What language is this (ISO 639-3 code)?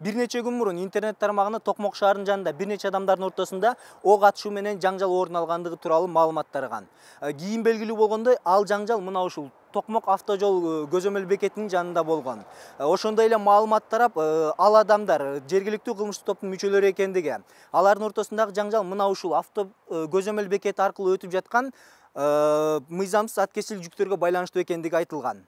kir